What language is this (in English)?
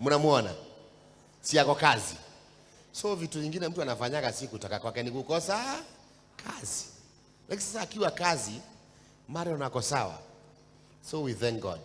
Swahili